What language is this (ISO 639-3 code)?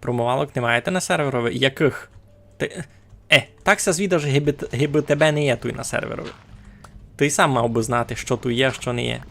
rue